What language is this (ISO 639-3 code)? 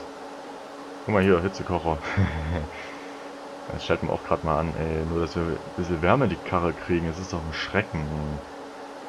deu